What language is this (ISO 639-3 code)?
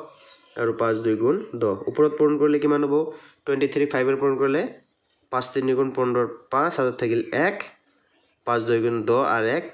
asm